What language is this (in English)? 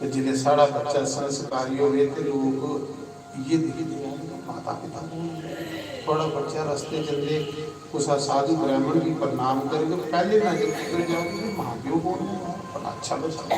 Dogri